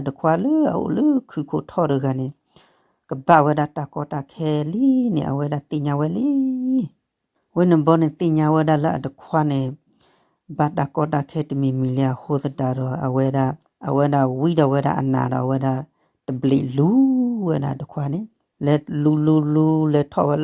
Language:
S'gaw Karen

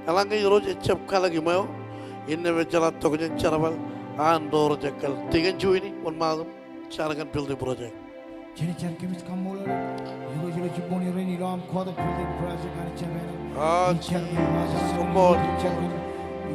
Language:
Marshallese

